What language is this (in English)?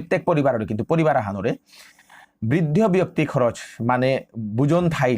Bishnupriya